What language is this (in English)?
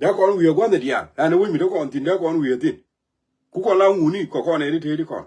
Nuer